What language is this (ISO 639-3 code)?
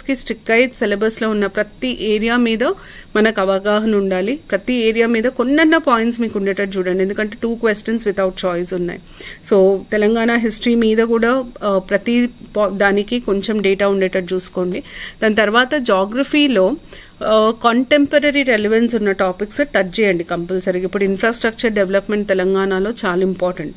tel